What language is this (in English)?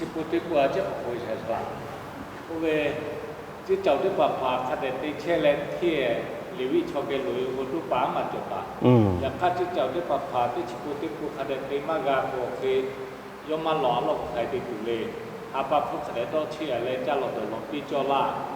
Lahu